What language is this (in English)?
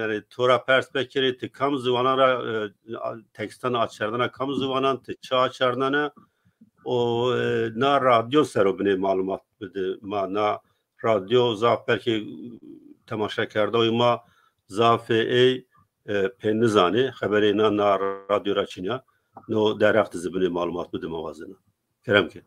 Zaza